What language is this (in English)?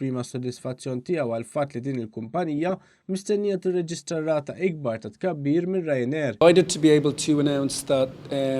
Maltese